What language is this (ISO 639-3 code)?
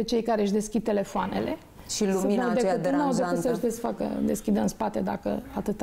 ron